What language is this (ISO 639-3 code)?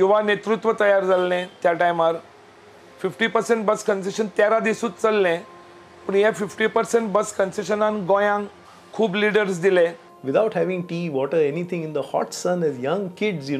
kok